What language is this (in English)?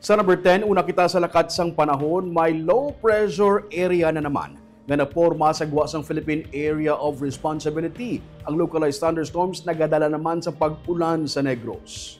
Hiligaynon